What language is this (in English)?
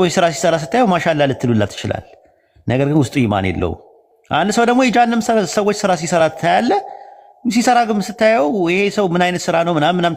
Amharic